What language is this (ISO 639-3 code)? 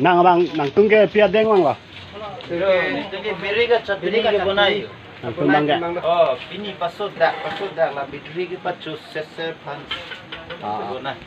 mjw